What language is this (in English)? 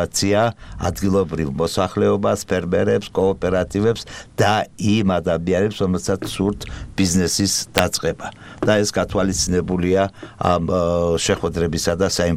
Georgian